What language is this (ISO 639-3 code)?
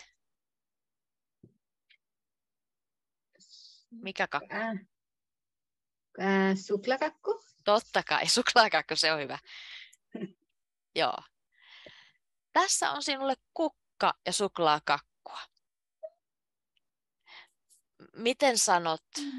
fin